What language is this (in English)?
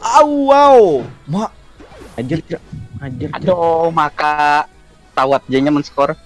Banjar